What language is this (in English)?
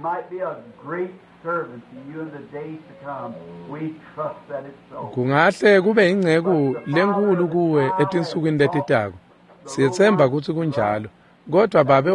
Swati